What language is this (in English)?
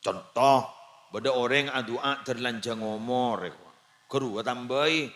Madurese